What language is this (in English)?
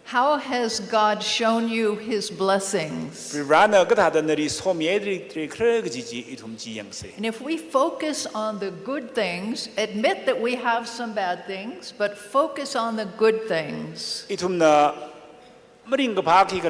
Tangkhul Naga (India)